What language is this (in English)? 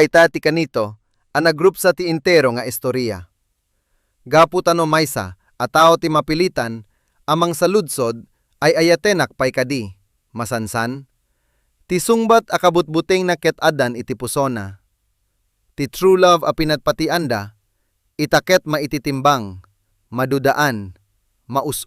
Iloko